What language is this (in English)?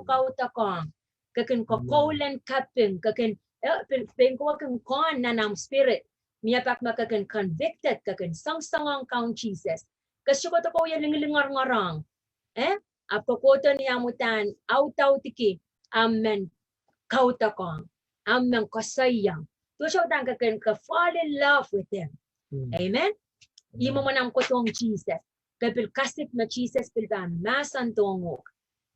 Pohnpeian